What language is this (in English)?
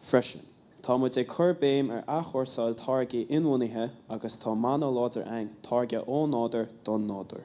Irish